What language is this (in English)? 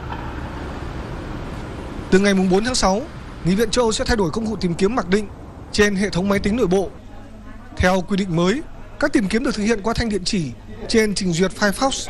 Vietnamese